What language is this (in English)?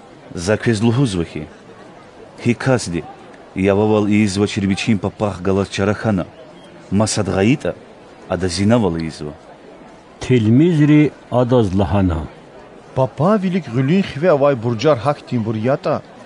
Lezghian